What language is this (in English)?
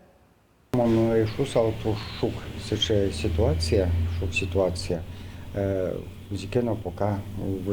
Udmurt